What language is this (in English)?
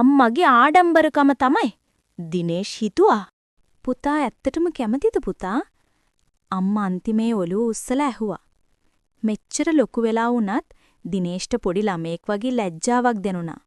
Sinhala